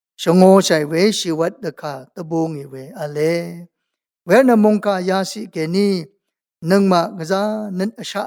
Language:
Rawang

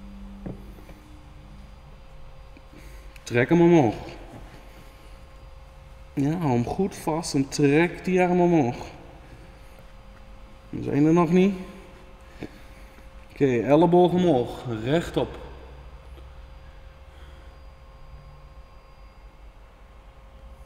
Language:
Dutch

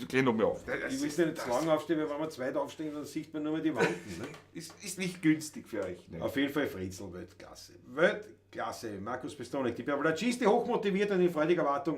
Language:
Bavarian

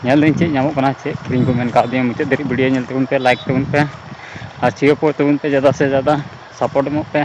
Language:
Santali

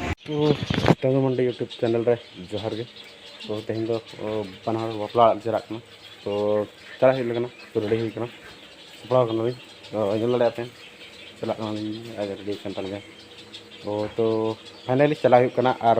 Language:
Santali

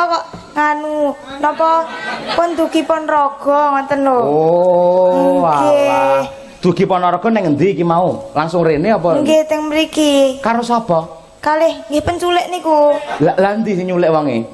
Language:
Javanese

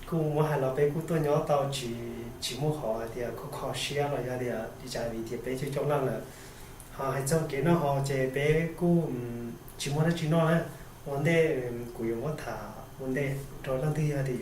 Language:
Hmong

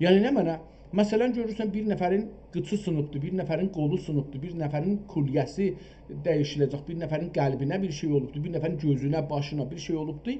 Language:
South Azerbaijani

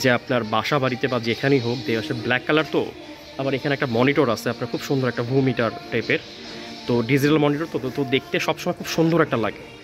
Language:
Bangla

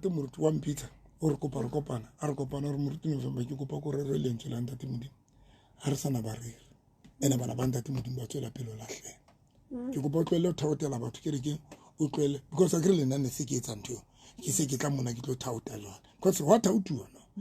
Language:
Southern Sotho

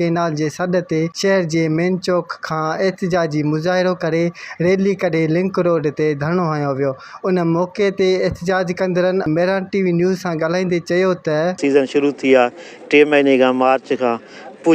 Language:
Sindhi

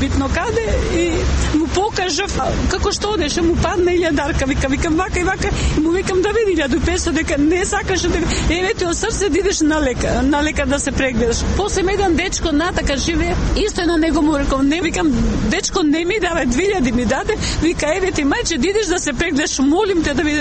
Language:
Macedonian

